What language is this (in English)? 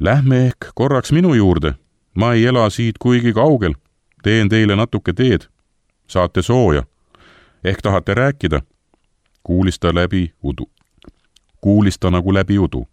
Estonian